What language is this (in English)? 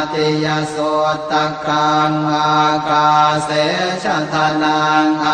Pali